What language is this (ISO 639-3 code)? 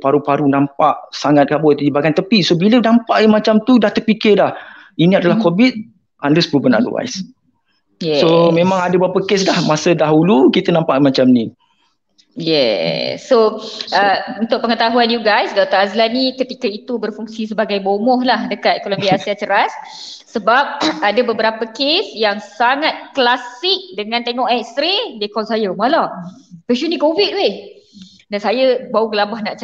msa